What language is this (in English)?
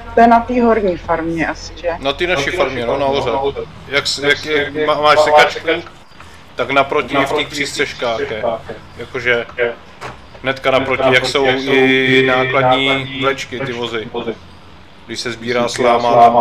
Czech